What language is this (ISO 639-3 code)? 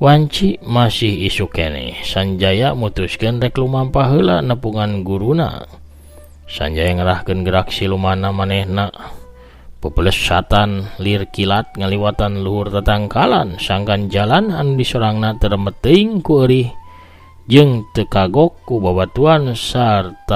sun